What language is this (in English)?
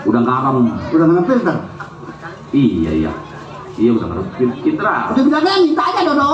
Betawi